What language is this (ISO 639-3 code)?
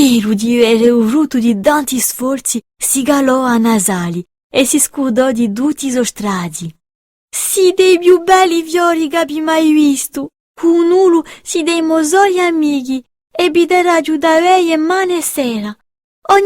cos